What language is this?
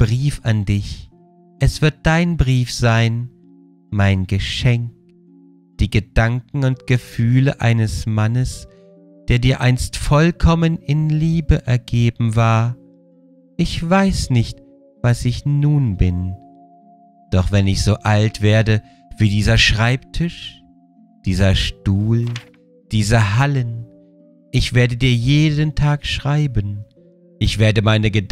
German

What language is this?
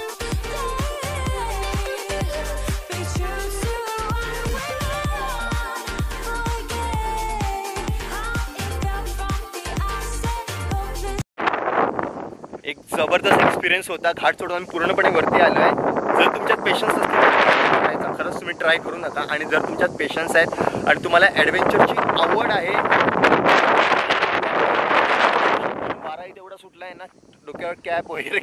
Marathi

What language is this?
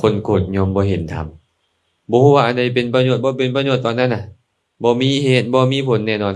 Lao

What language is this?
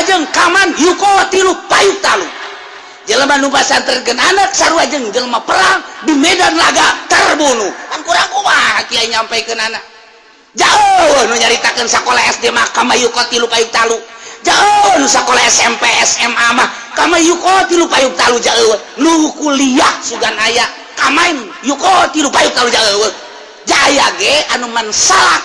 Sundanese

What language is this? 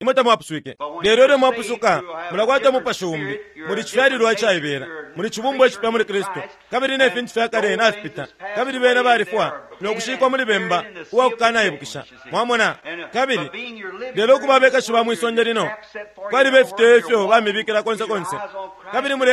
Bemba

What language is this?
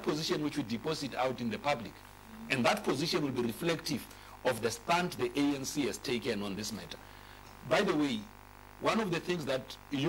English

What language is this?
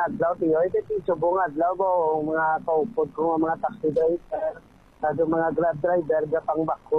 Hiligaynon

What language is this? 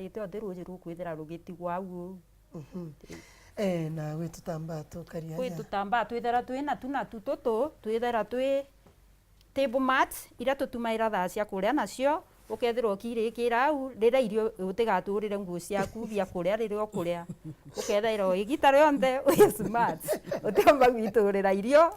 Meru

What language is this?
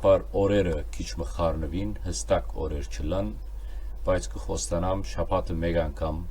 Western Armenian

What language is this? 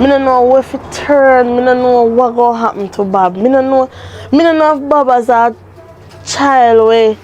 Jamaican Creole English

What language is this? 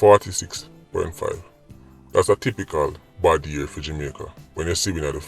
Jamaican Creole English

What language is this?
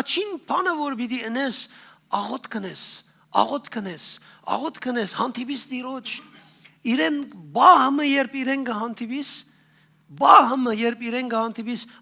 Western Armenian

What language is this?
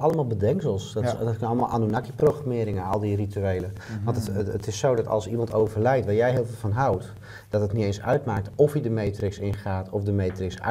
Dutch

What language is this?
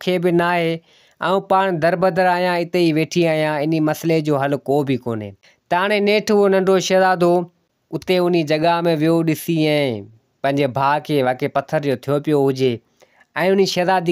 Sindhi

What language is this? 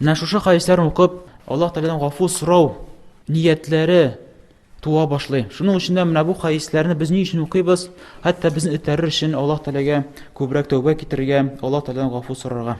Tatar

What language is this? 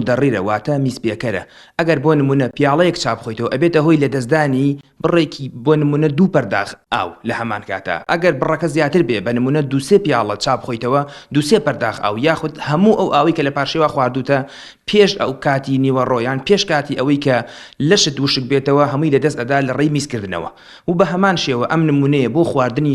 Central Kurdish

